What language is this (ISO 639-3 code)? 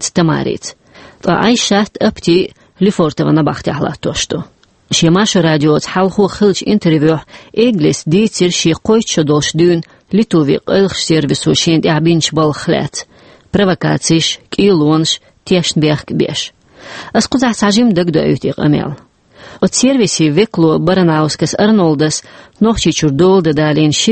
che